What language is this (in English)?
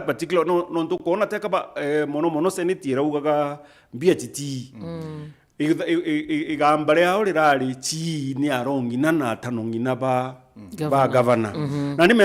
Meru